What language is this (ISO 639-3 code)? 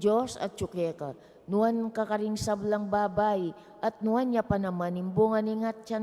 pam